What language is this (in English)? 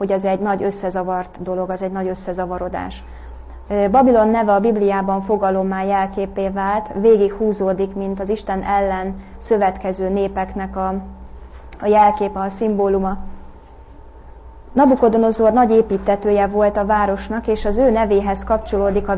Hungarian